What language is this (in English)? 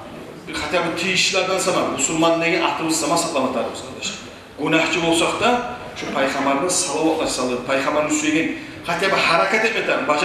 Kumyk